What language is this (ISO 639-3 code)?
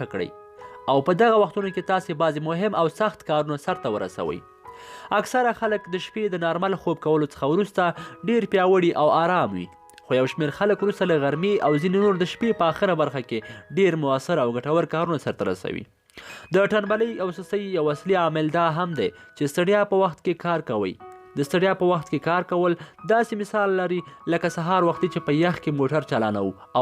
pus